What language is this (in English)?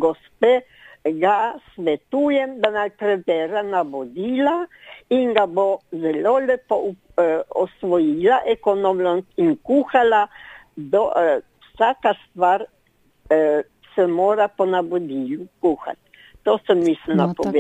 Slovenian